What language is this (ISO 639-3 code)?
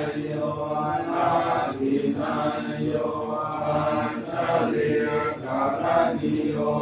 pli